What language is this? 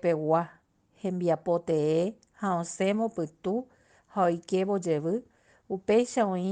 Guarani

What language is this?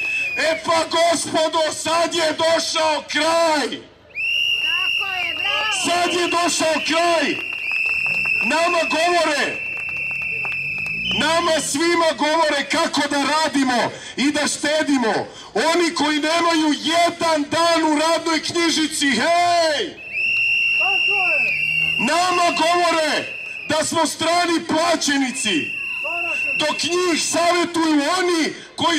Serbian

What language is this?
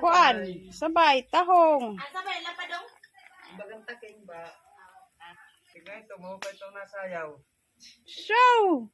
Waray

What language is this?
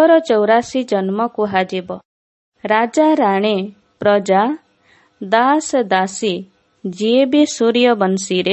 Odia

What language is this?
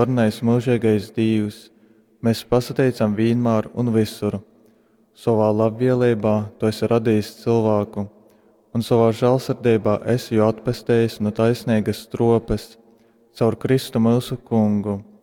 Latgalian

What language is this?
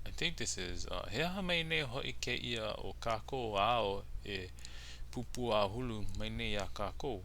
Hawaiian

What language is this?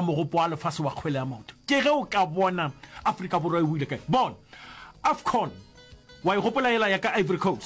Northern Sotho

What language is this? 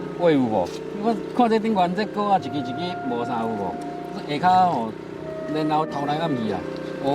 Min Nan Chinese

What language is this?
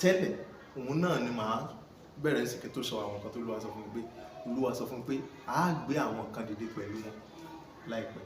Yoruba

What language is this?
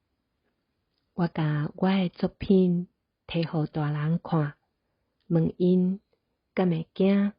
Min Nan Chinese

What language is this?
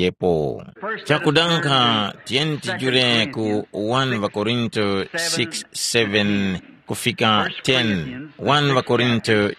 Tumbuka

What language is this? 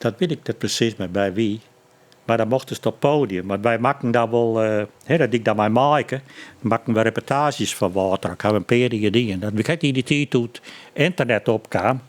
Western Frisian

